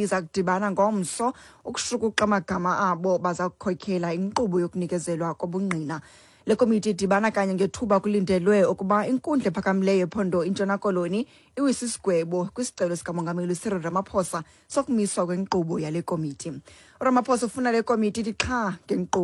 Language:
Xhosa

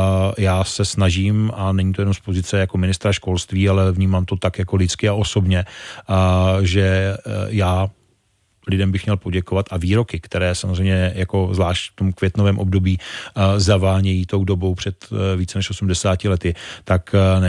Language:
Czech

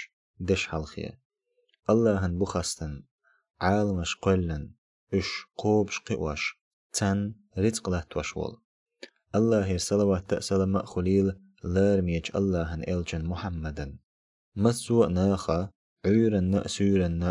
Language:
Chechen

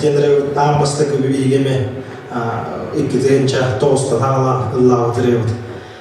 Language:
Yakut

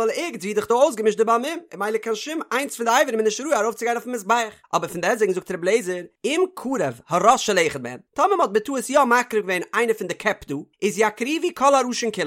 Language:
Yiddish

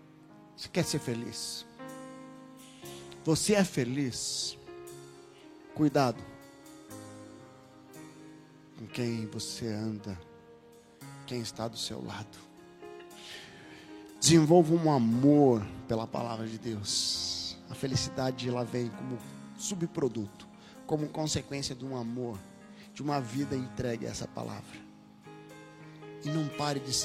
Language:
Portuguese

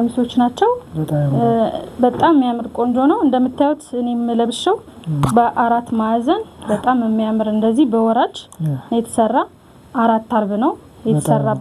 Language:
Amharic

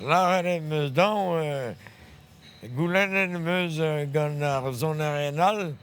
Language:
Breton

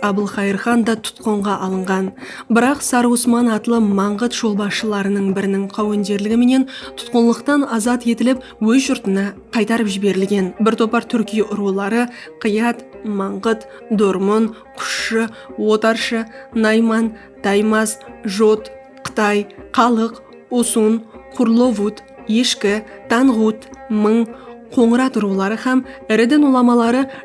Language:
Kara-Kalpak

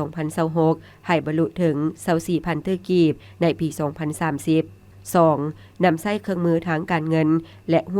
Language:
Lao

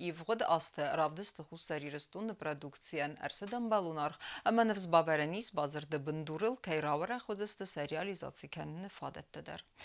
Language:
Ossetic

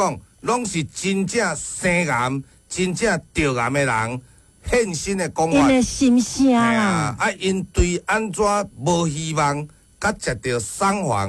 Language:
Min Nan Chinese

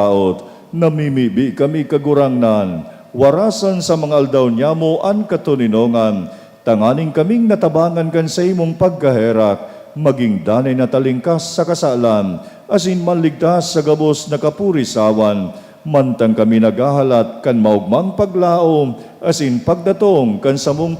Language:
Bikol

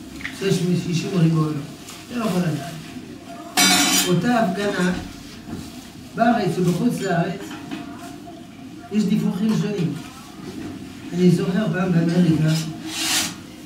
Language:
Hebrew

